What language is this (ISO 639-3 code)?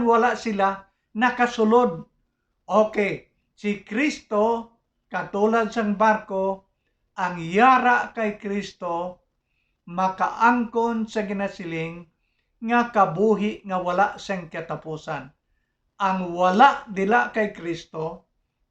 hil